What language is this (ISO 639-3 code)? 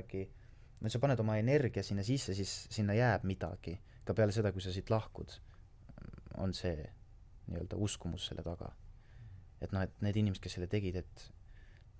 est